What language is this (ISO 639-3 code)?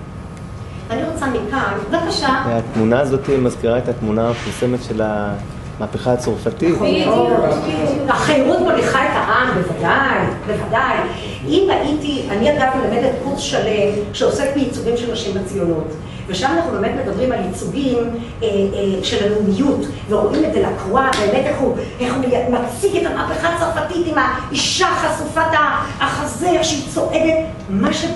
heb